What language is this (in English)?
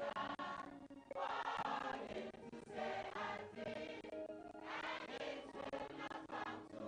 Ewe